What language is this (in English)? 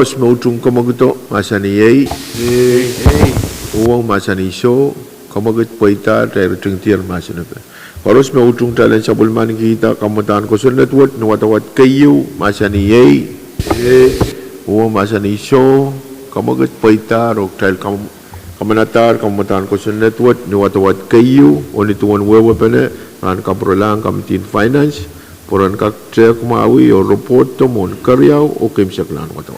Pohnpeian